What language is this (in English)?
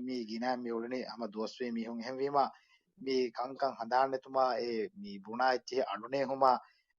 Divehi